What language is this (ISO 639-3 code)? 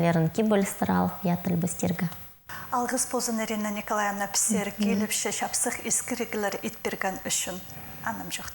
kjh